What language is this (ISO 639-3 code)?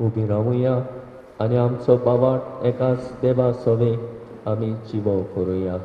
kok